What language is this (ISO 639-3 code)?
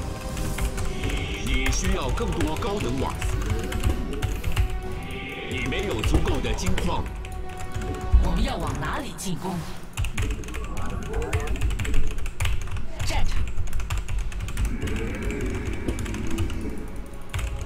zho